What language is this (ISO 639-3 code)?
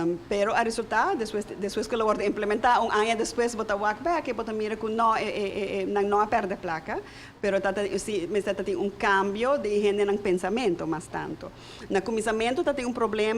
pap